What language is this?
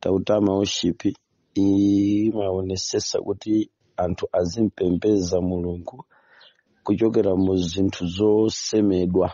Nyanja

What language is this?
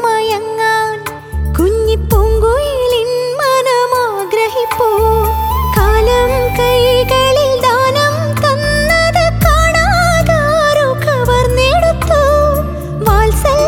Malayalam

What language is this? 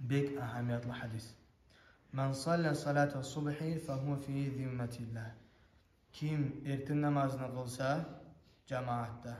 Kumyk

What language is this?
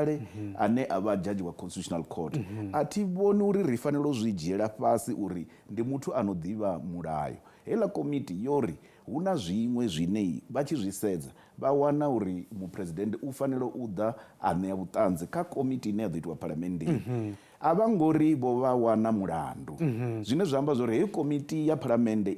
Venda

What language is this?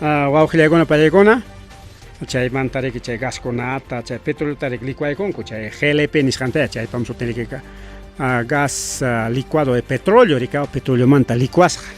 Ayacucho Quechua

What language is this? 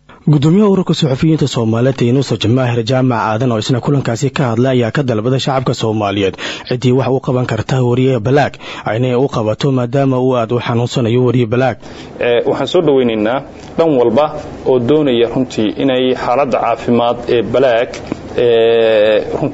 Somali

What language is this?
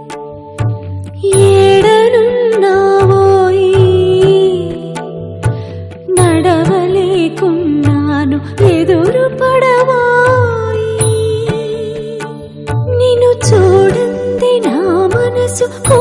Telugu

